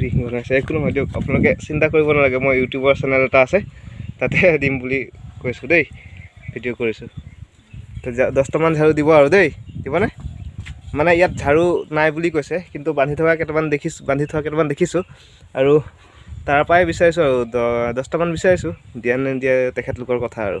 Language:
Assamese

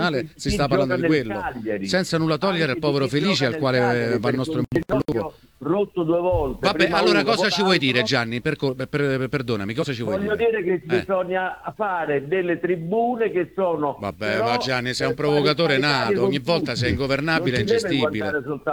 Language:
Italian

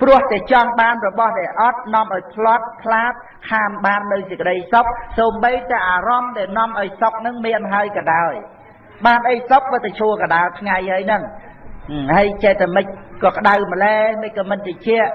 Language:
Khmer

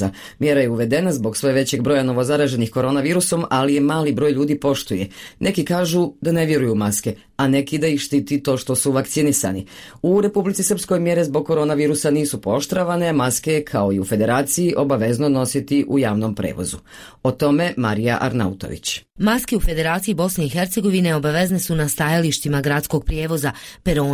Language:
Bosnian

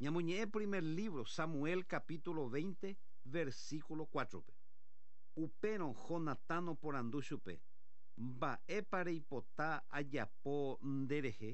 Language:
Guarani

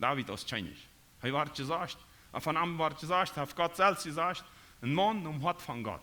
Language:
Plautdietsch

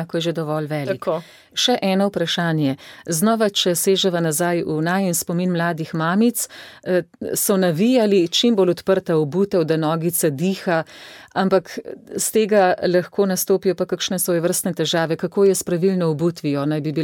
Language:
Slovenian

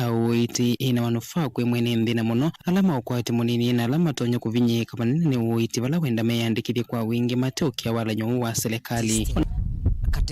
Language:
Kamba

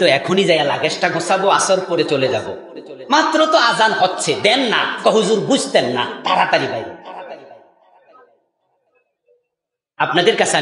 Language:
Bangla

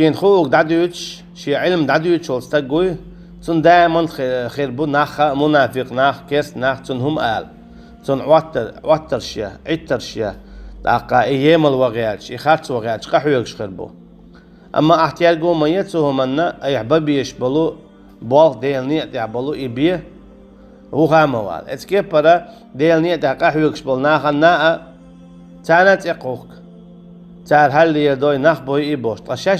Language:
Chechen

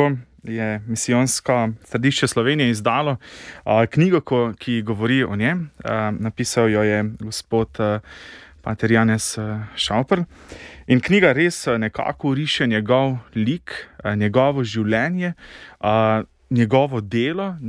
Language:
Slovenian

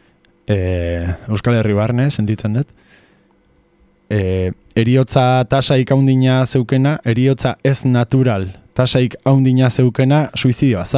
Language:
Basque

